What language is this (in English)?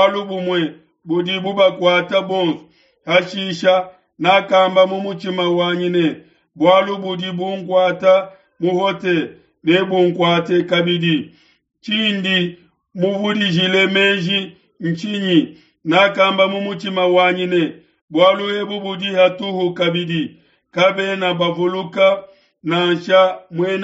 Luba-Lulua